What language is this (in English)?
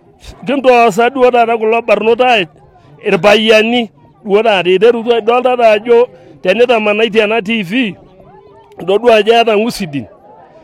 Masai